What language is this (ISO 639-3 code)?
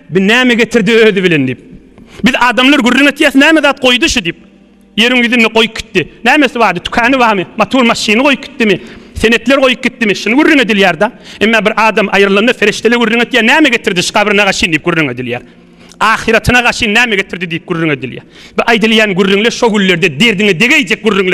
tuk